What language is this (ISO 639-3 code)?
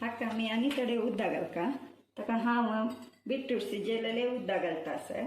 kok